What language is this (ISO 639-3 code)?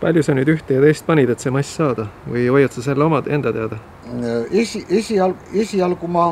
est